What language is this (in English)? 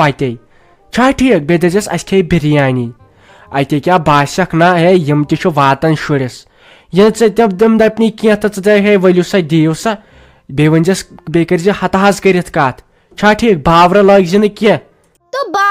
Kashmiri